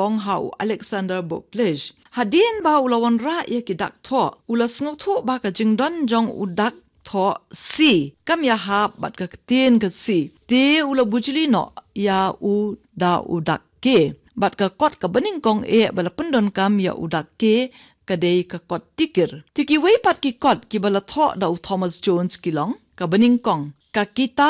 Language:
Khasi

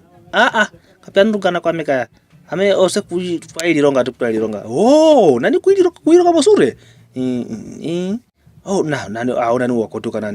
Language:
Kwangali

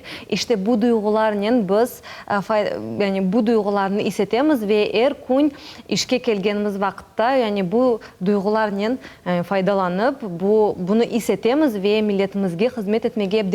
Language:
Crimean Tatar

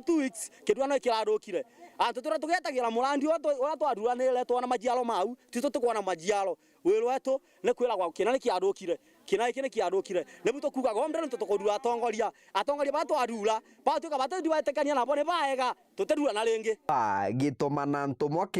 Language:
Meru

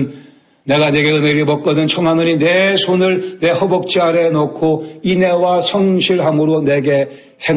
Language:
Korean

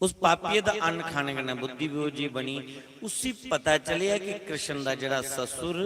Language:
Dogri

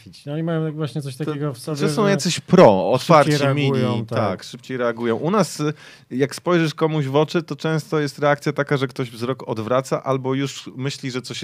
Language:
Polish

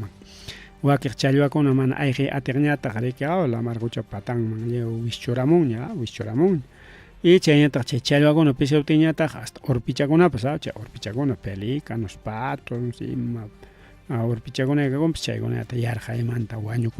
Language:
Ayacucho Quechua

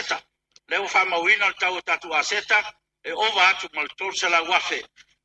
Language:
Samoan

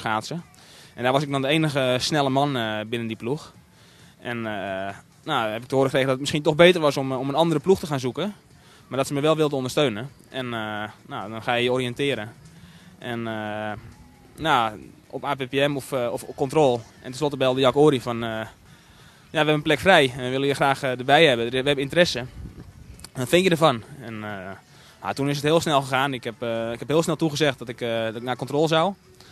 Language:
Dutch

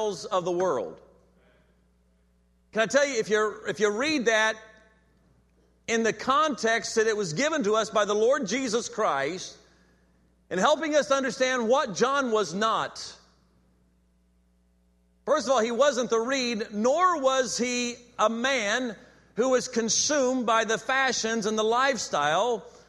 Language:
English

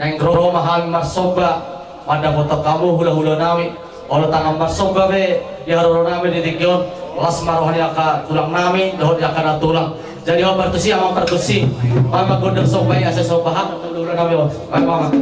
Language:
Batak Toba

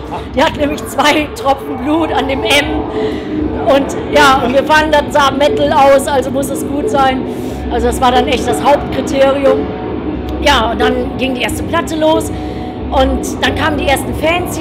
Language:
German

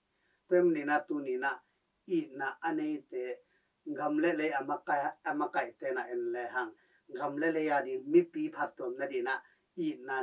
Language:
Tedim Chin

